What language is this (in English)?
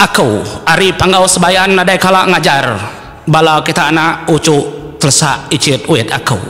Iban